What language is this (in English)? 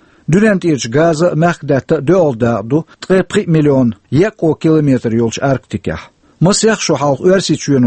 Chechen